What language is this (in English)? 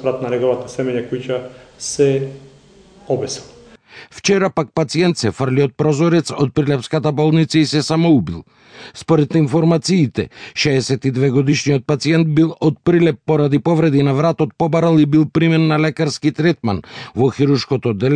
Macedonian